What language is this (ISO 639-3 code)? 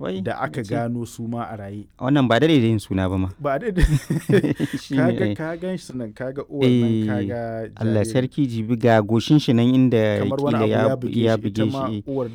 hau